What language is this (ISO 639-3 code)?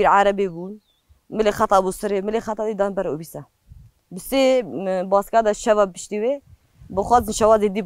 kur